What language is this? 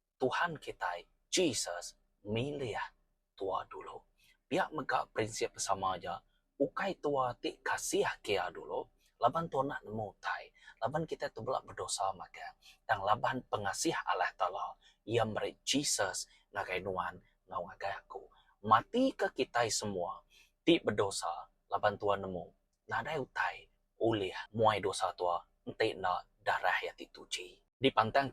Iban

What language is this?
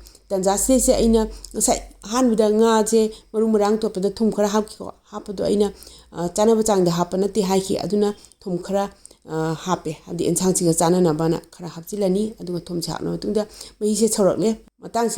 Manipuri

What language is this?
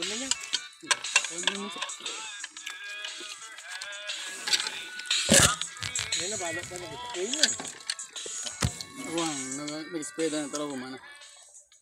Filipino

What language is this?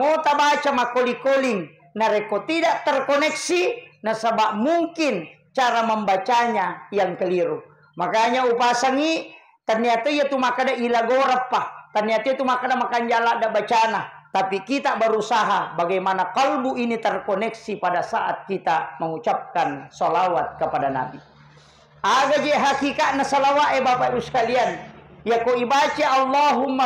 Buginese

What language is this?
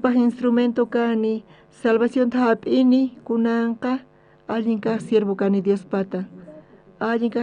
South Bolivian Quechua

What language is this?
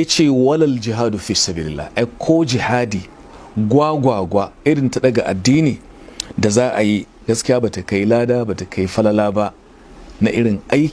Hausa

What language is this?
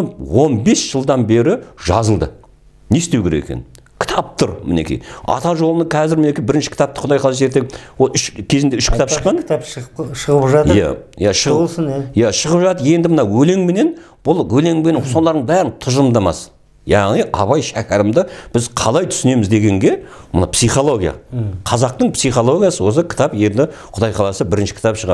Kazakh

